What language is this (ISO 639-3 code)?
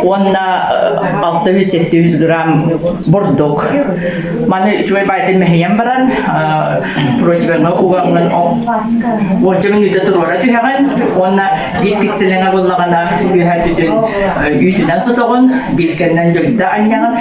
sah